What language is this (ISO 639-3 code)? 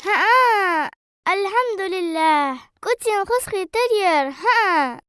inh